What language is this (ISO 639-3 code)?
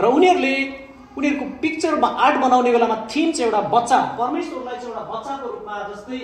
nep